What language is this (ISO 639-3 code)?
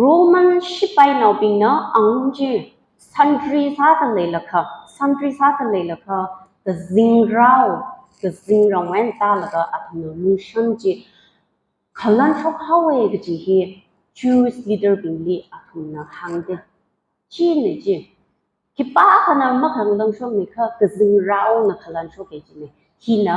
nmf